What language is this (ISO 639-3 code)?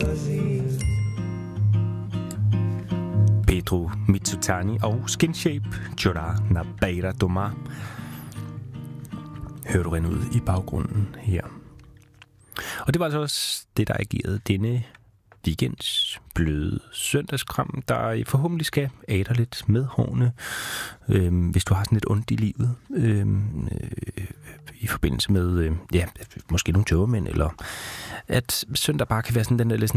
dan